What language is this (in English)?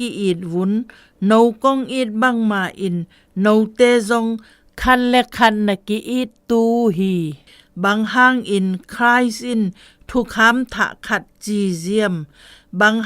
Zou